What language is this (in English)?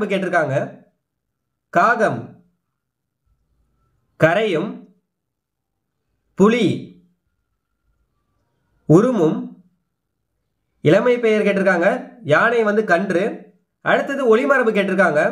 Tamil